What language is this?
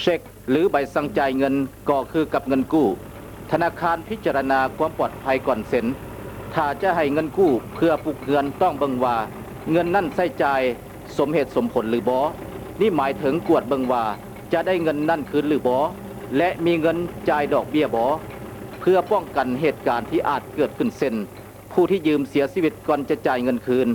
Lao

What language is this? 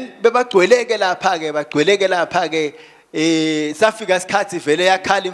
Swati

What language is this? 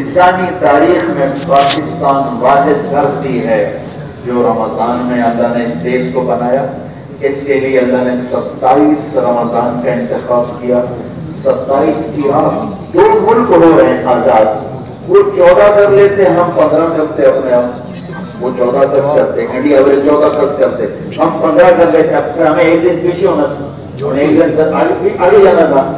Urdu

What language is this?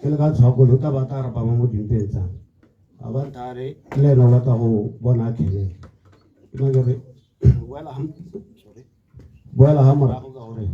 Tswana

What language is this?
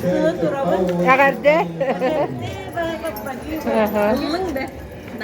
Yakut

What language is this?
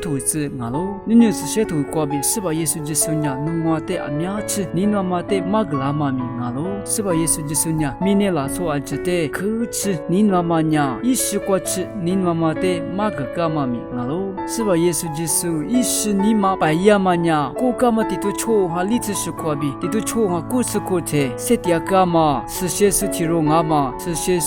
Lisu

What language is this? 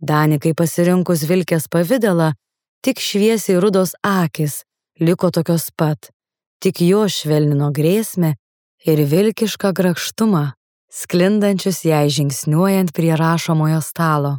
Lithuanian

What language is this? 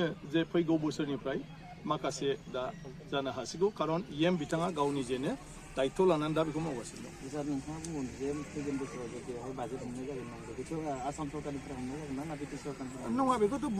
Bodo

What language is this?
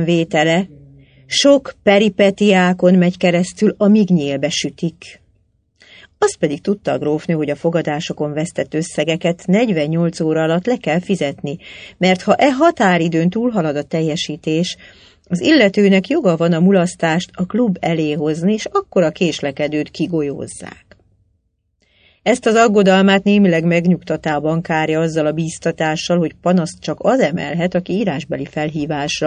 Hungarian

